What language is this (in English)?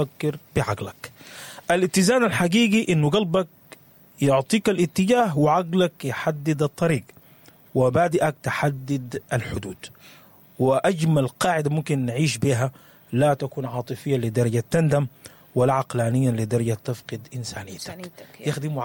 Sudanese Arabic